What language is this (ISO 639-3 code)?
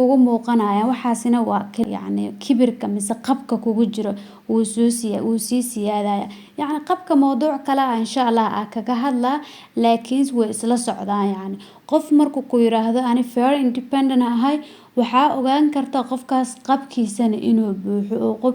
som